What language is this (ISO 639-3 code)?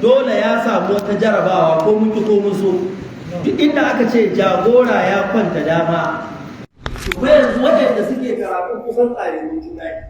hau